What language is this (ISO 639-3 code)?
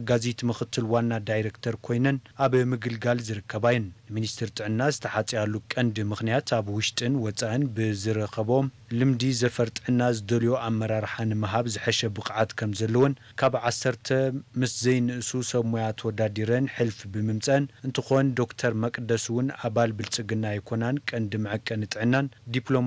tir